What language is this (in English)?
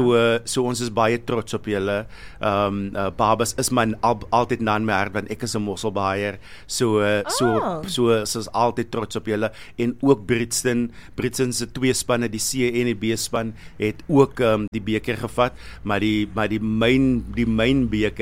Afrikaans